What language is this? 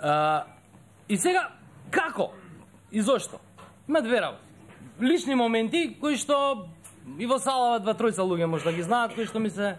Macedonian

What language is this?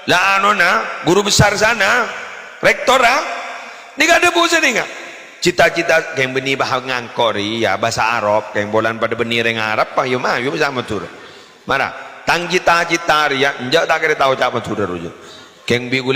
Madurese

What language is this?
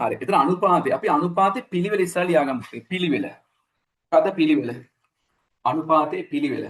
Sinhala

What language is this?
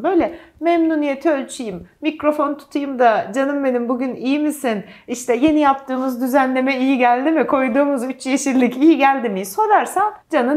Turkish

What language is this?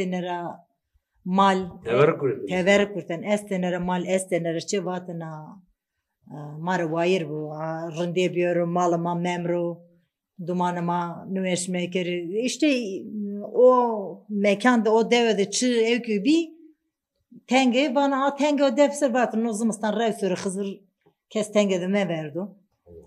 Zaza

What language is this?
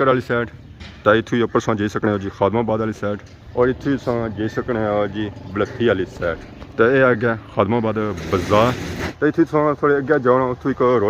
Pahari-Potwari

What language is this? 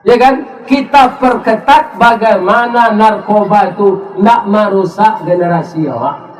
Minangkabau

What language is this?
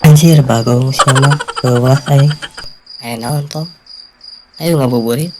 Sundanese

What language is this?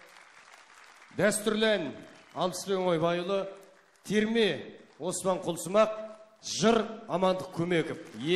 Kazakh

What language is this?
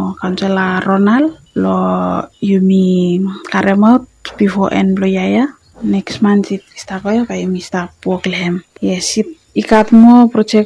Bislama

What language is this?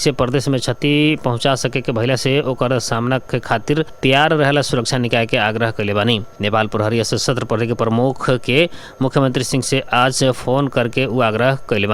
Bhojpuri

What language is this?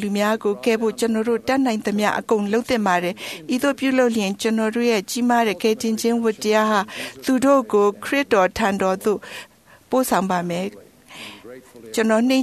Burmese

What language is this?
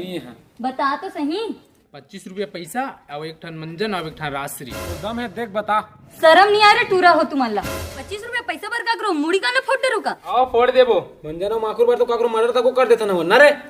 Chhattisgarhi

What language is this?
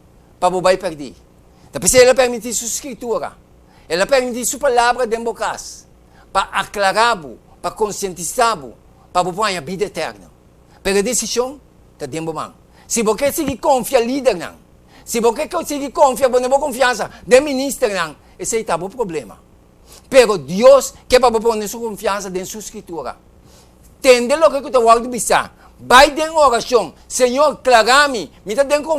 Papiamento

